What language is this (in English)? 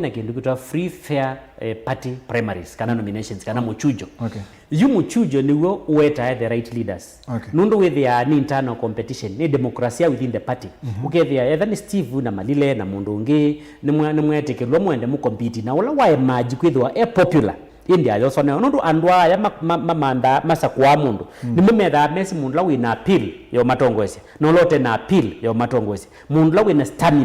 Kamba